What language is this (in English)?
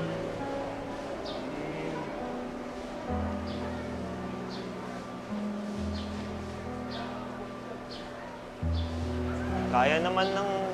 Filipino